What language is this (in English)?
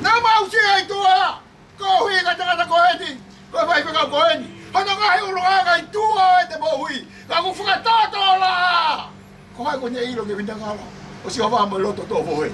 Tongan